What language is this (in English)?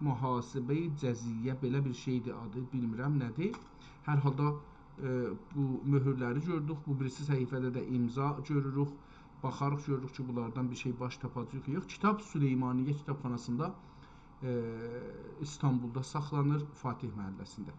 South Azerbaijani